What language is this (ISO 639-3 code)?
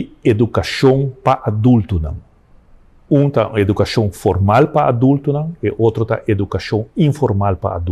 pap